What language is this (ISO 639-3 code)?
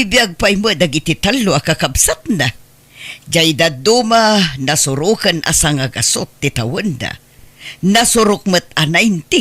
ilo